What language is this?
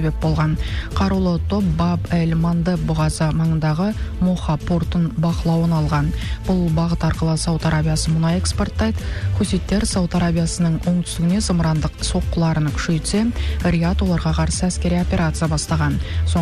Kazakh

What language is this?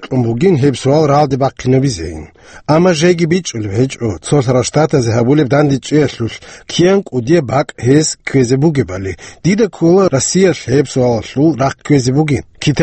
Avaric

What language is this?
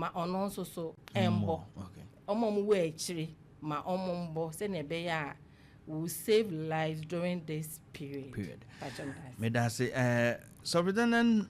Akan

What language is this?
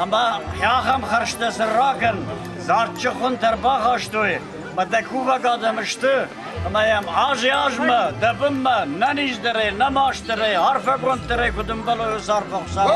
Ossetic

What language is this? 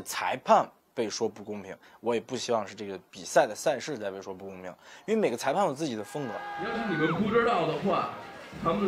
Chinese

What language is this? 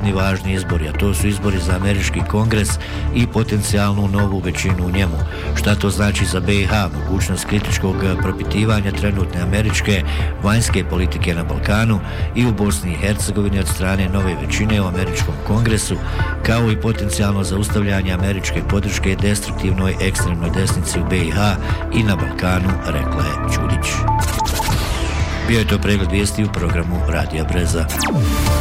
Bosnian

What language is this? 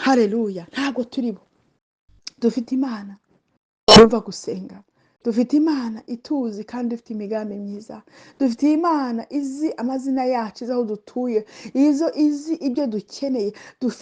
Kinyarwanda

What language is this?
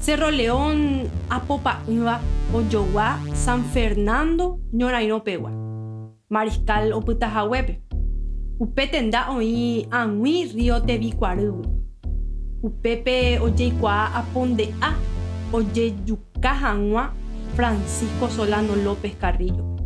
Guarani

